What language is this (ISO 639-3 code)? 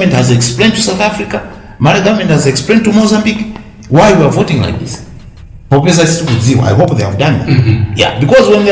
nya